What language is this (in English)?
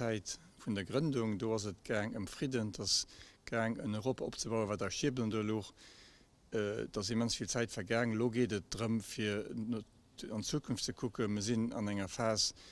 Luxembourgish